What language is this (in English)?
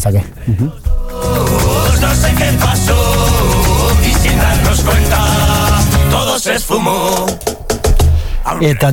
Basque